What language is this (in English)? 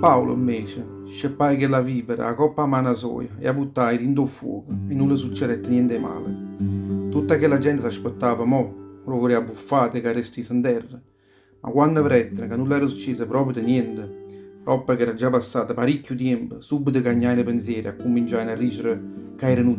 Neapolitan